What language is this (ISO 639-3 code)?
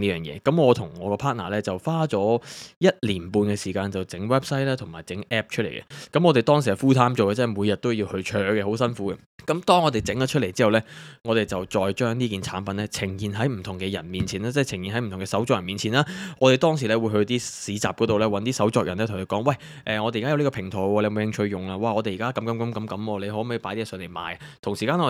yue